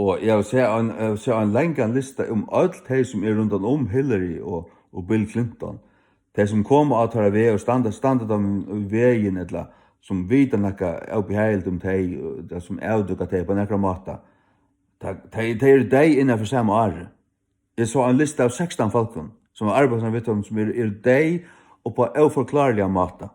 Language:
Faroese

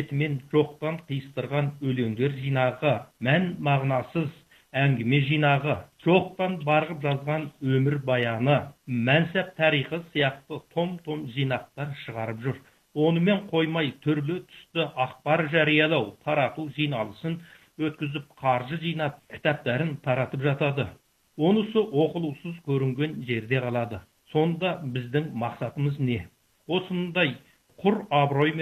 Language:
Kazakh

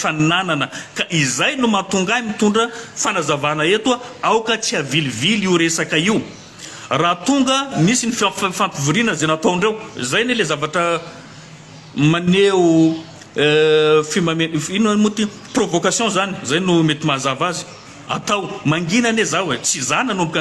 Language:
Malagasy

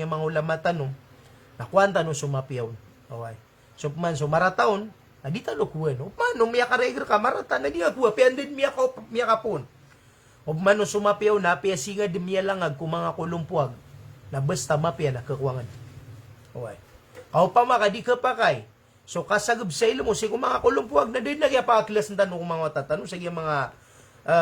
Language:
Maranao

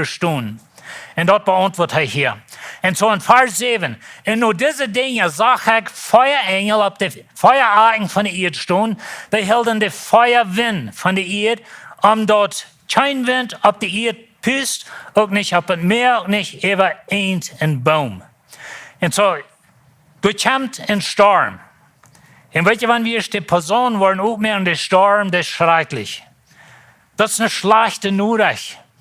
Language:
Plautdietsch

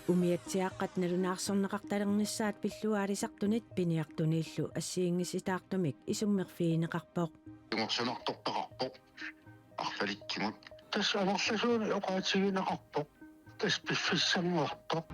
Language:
Kalaallisut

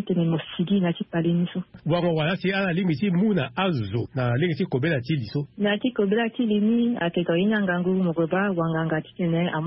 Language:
Sango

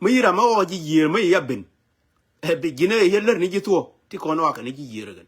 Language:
Nuer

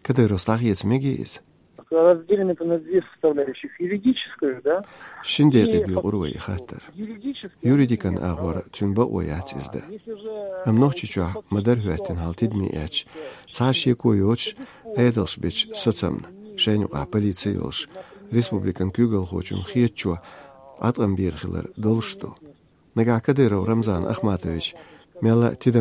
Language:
Chechen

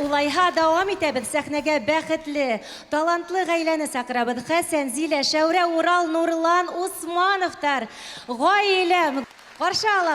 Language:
Bashkir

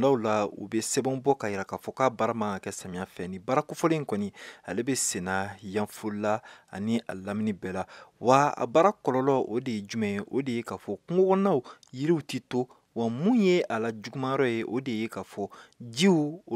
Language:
Bambara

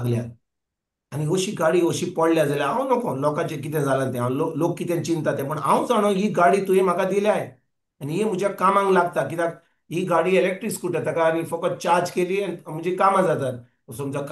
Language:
Konkani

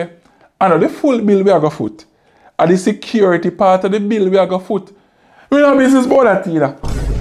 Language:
Jamaican Creole English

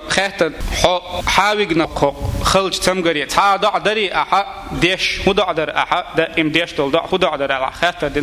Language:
Chechen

